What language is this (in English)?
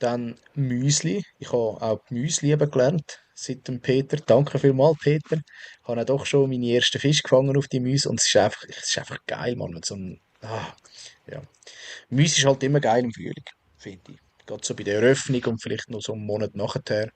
Swiss German